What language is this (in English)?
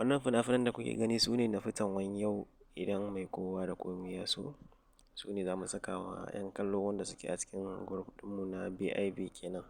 Hausa